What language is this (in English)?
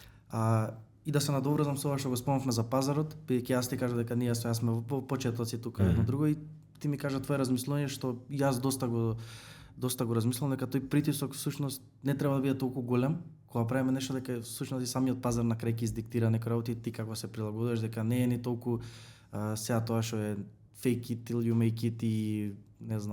Macedonian